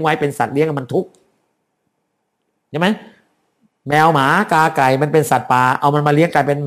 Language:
Thai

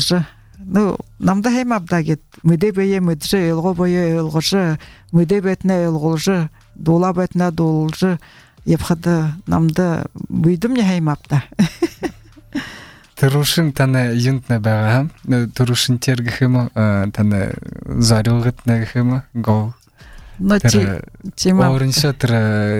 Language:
Buriat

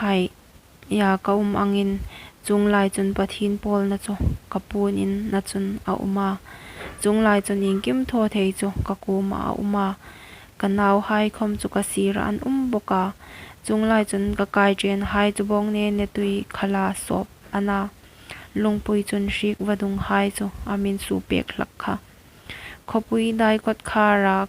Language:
Hmar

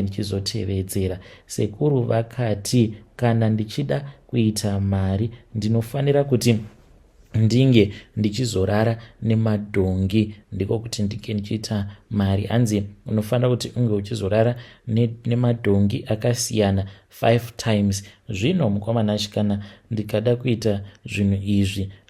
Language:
Shona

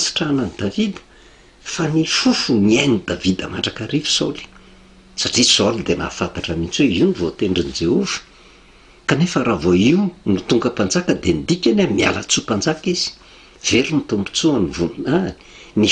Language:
Malagasy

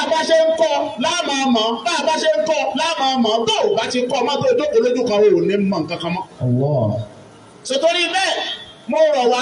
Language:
Yoruba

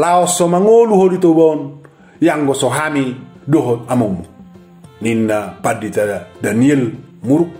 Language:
Batak Toba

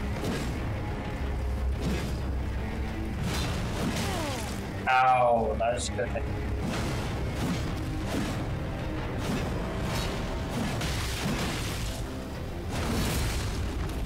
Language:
English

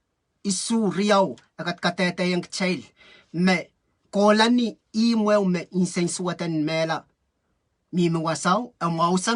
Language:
Pohnpeian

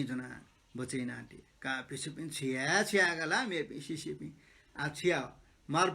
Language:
Newari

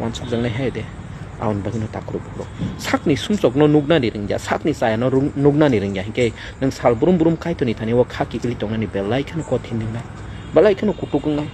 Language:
Kok Borok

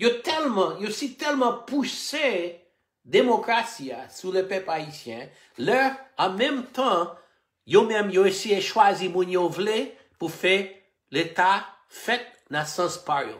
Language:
Haitian Creole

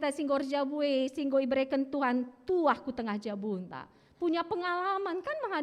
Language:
Batak Karo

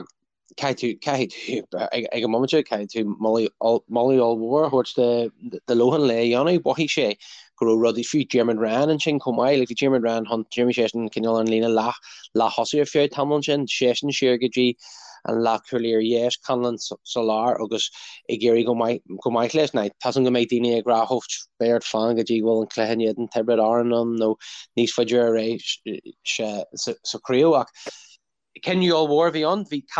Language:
Irish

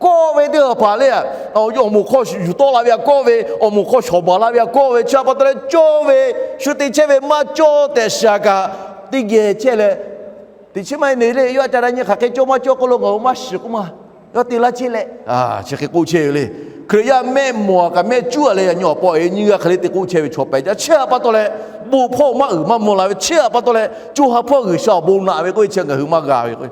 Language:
Lahu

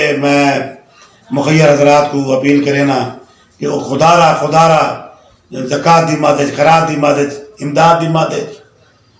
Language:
Saraiki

